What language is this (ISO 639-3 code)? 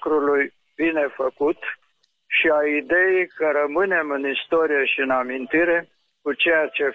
ron